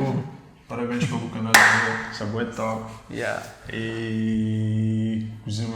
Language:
Kabuverdianu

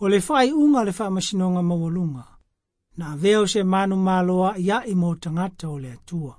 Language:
Samoan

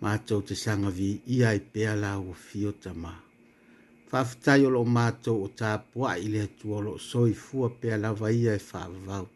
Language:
Samoan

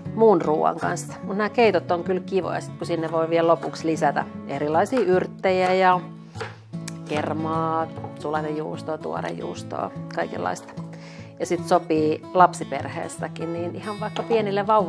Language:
Finnish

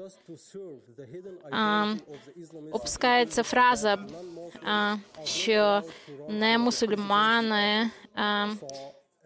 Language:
Ukrainian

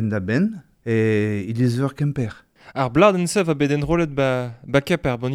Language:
Breton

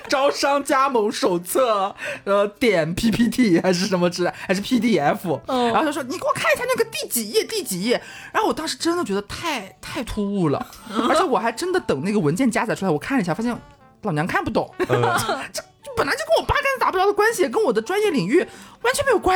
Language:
Chinese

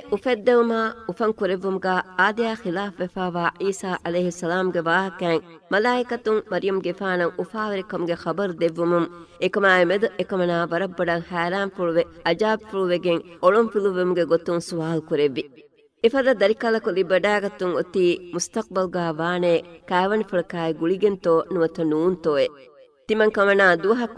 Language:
Divehi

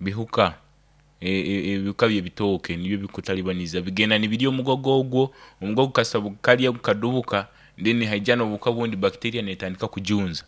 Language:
Nyoro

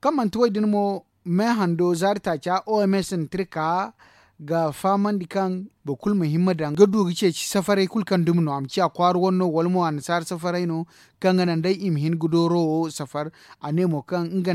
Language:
Zarma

